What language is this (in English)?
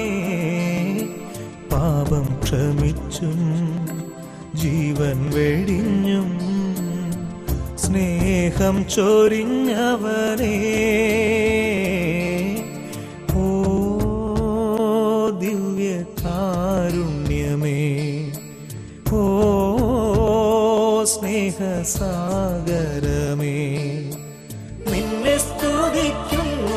Malayalam